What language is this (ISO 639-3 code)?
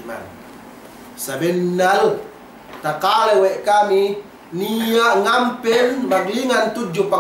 yka